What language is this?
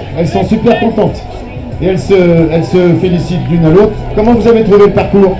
French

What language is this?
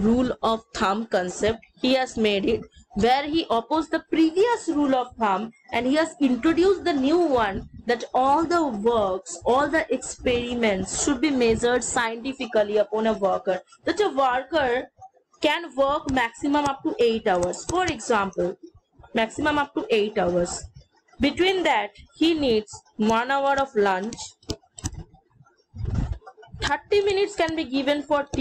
English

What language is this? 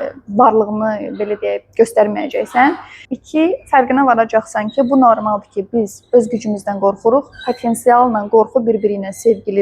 Azerbaijani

